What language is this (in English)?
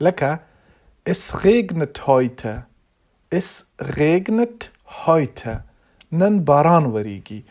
Pashto